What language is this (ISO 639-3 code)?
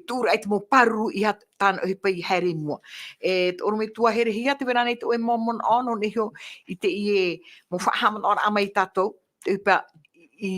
tah